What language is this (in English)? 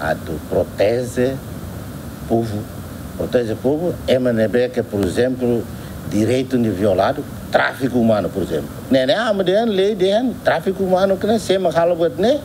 Tetum